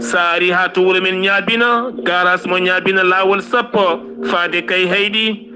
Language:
Fula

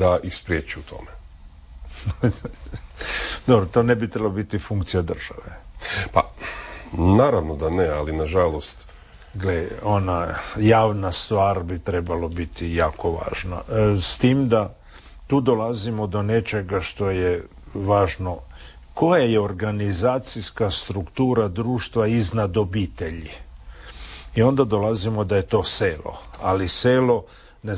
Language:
Croatian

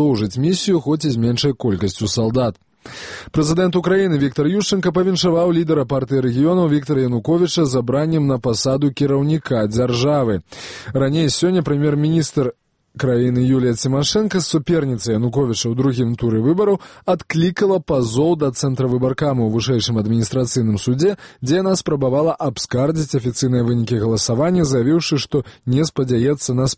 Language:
Belarusian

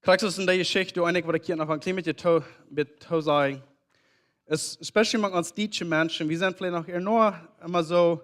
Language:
Plautdietsch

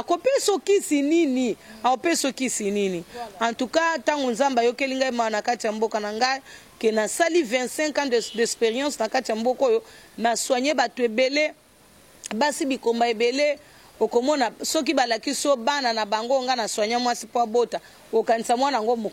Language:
Lingala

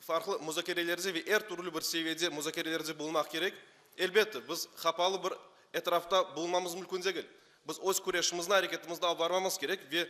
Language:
Crimean Tatar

